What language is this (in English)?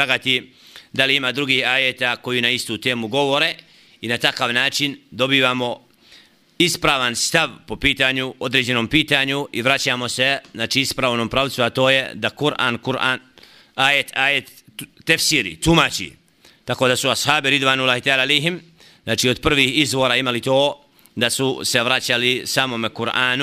Bosnian